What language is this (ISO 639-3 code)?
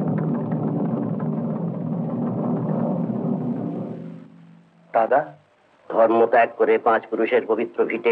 ben